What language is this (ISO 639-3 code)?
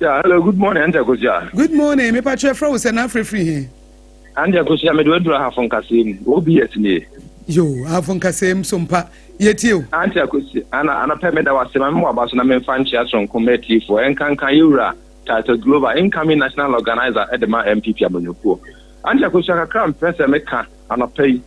aka